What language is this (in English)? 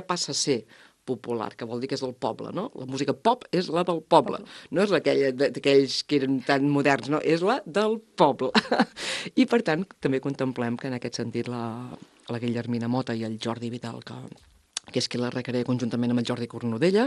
Catalan